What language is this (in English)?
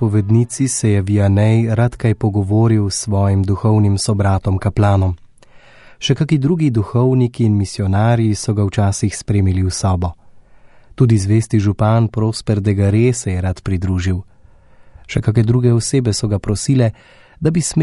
Slovenian